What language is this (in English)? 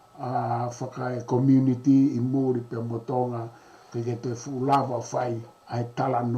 Tongan